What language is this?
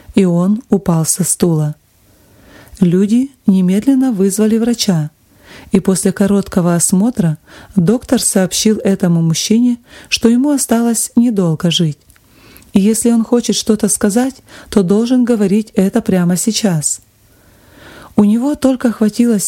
Russian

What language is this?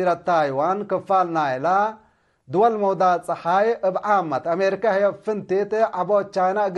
Tigre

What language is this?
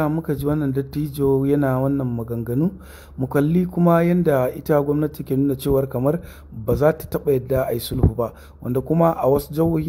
Hausa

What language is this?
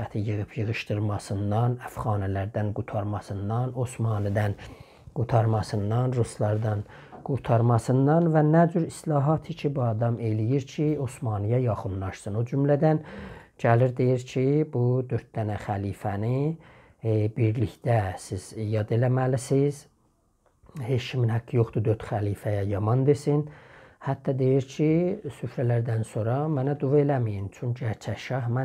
South Azerbaijani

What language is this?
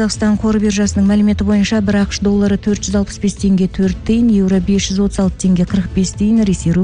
Kazakh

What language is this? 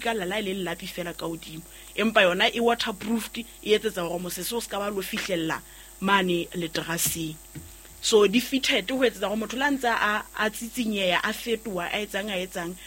Southern Sotho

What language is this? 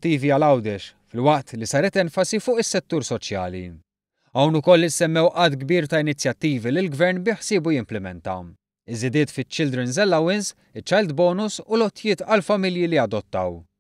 Maltese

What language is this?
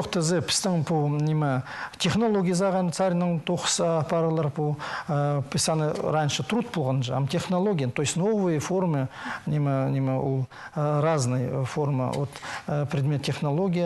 Khakas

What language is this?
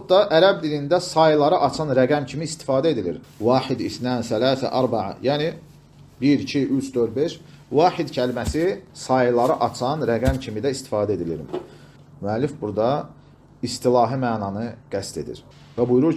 Azerbaijani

